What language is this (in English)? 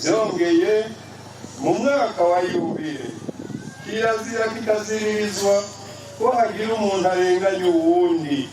Rundi